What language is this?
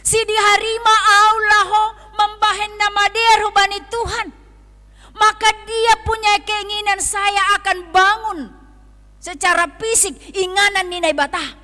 Batak Simalungun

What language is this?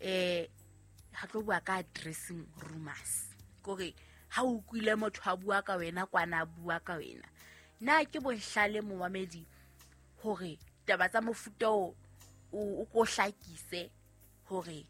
Southern Sotho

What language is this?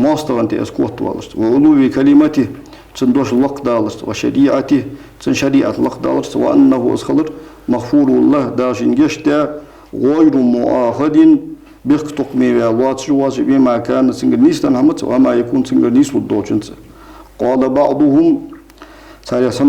Ingush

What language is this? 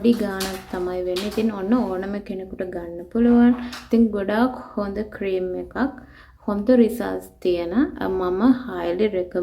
Sinhala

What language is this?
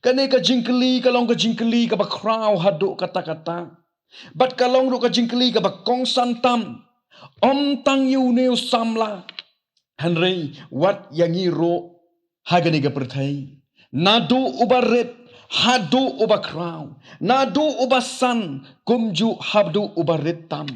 Khasi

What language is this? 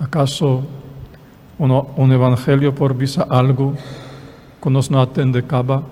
Papiamento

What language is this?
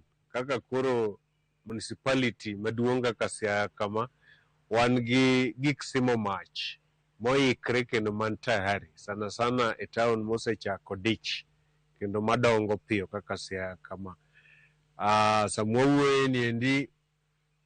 Luo (Kenya and Tanzania)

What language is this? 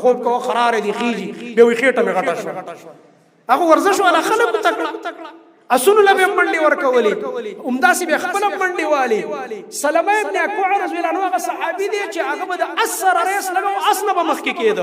Pashto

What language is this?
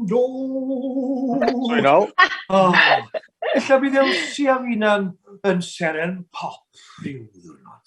Welsh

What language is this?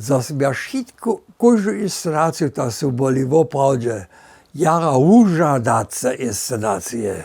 Upper Sorbian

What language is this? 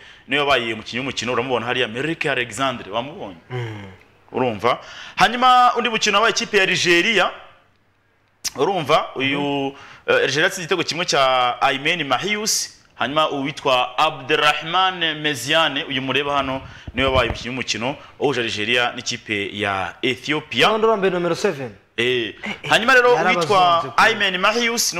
Kinyarwanda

